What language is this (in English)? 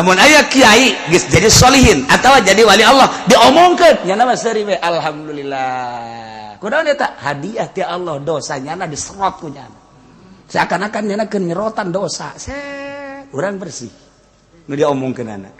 Sundanese